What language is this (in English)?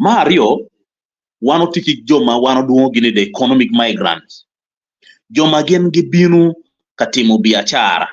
Acoli